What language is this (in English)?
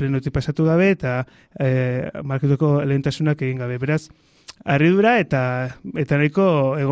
Basque